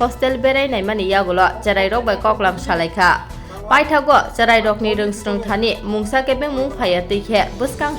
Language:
Kok Borok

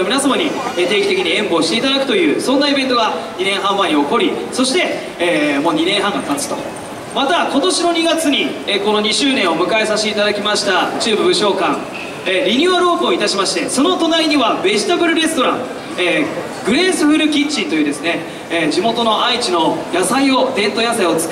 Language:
Japanese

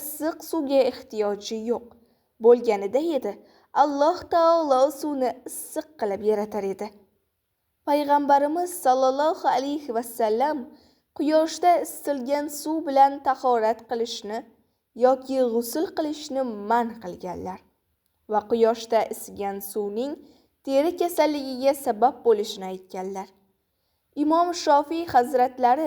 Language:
Uzbek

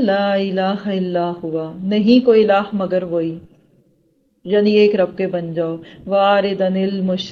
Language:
Urdu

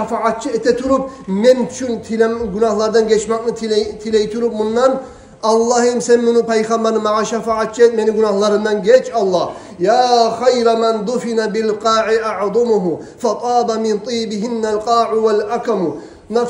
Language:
Kumyk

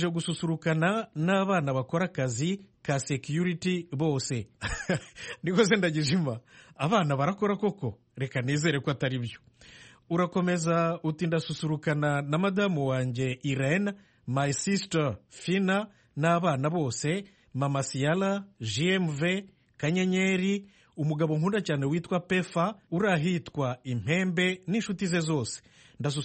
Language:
Kinyarwanda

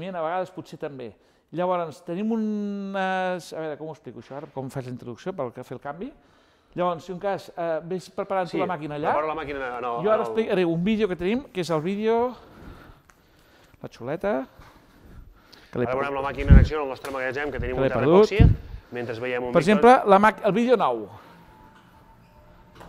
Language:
Catalan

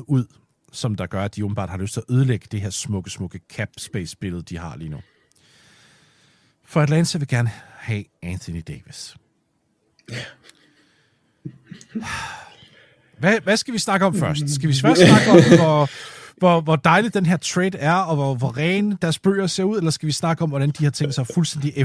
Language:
Danish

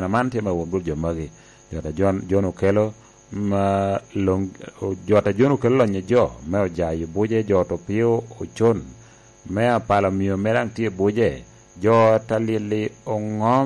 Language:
Lango (Uganda)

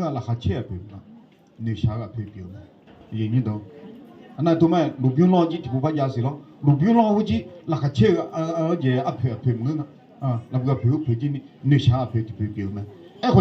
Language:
Akha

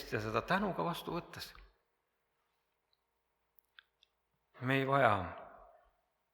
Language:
Estonian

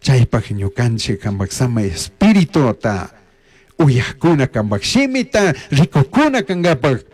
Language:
Chimborazo Highland Quichua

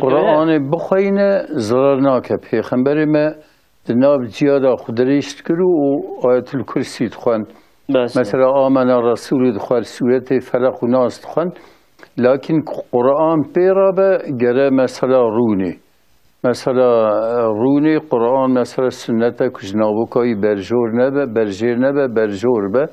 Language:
Kurdish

